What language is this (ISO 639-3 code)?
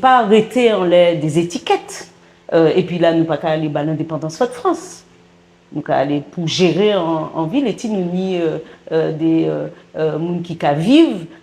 gcf